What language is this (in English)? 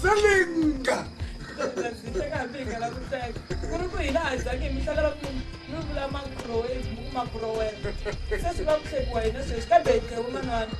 Tsonga